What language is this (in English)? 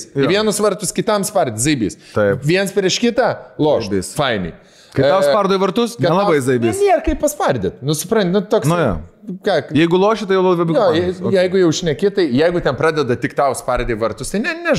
Lithuanian